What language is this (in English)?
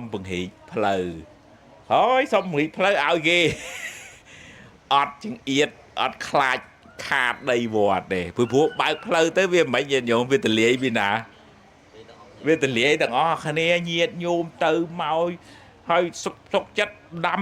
Khmer